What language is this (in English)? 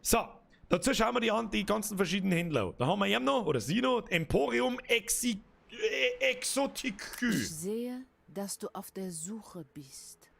Bavarian